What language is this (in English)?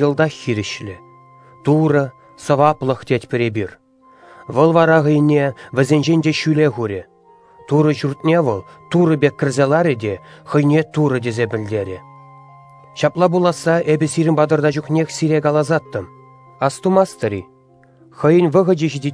Chuvash